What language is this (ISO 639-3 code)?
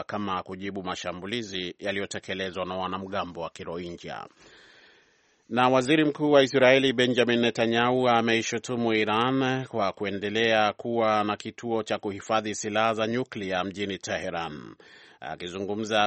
swa